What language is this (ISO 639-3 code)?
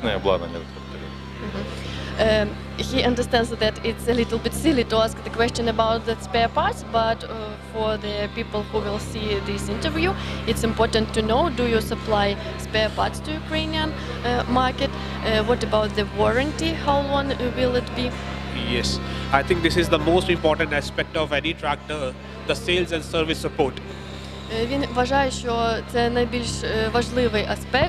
ukr